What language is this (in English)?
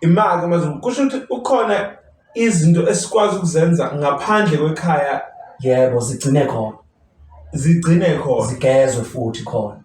Zulu